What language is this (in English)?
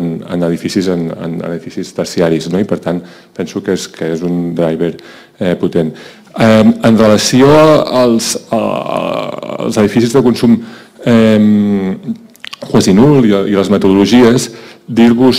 Catalan